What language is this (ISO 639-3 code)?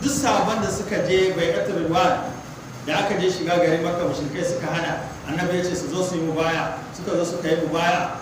hau